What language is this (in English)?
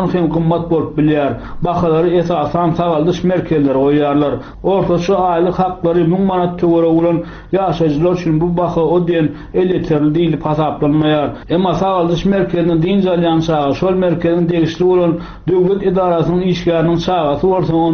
Turkmen